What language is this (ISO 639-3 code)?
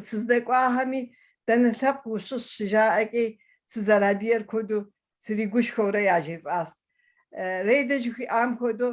kbd